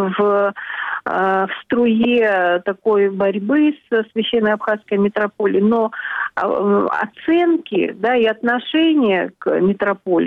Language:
Russian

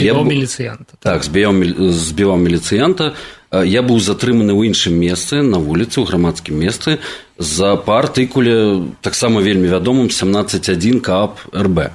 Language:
Belarusian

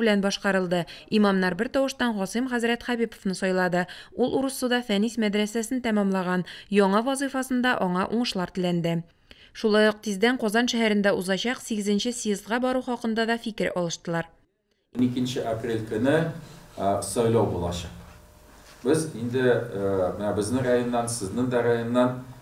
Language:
Tatar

